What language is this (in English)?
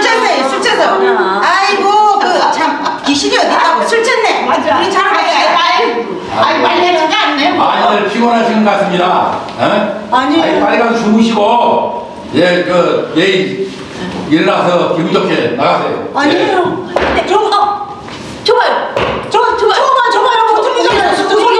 Korean